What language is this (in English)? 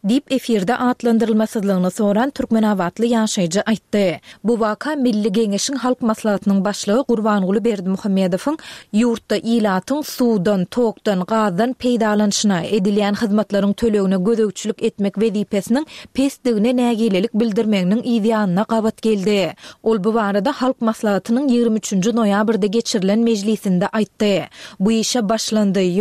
Turkmen